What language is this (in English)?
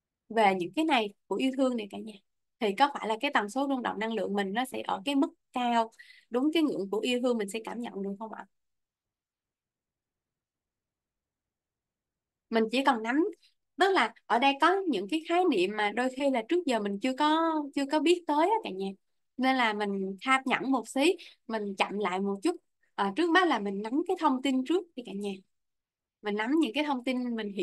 Vietnamese